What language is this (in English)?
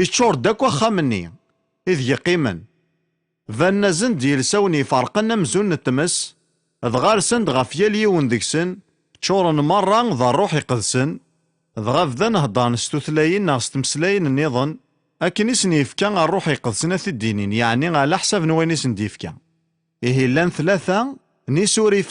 Kabyle